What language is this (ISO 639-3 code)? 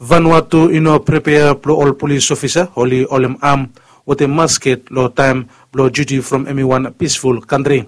bis